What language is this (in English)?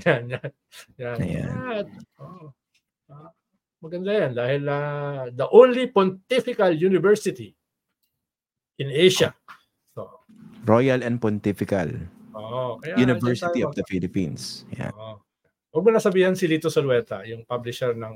Filipino